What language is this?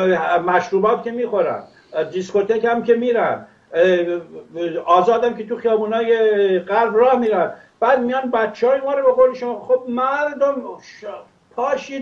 Persian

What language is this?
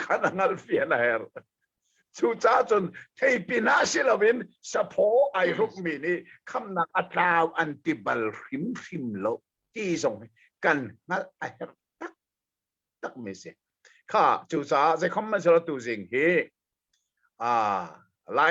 Hakha Chin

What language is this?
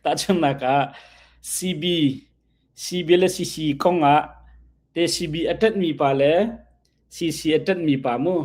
Hakha Chin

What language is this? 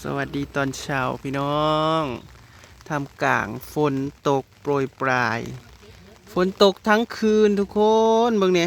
Northeastern Thai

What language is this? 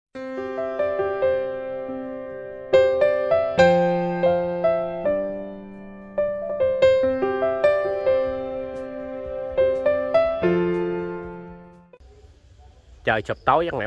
Vietnamese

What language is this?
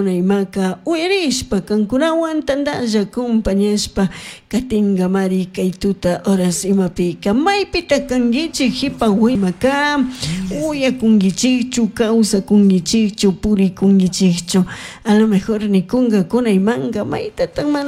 Chimborazo Highland Quichua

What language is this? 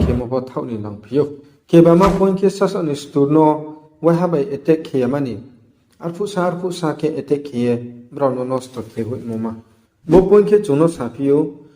Riang (India)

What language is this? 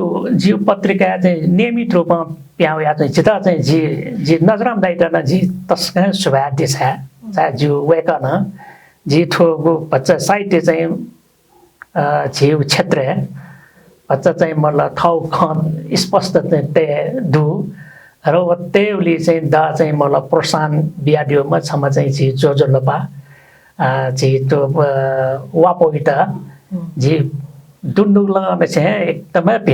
Newari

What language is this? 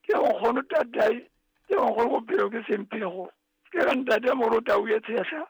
Southern Sotho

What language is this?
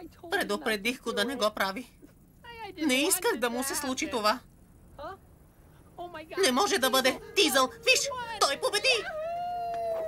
Bulgarian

